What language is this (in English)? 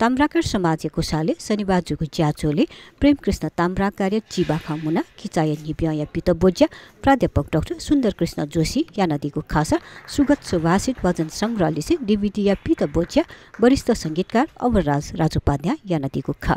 Newari